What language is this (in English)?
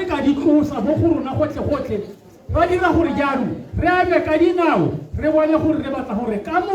Tswana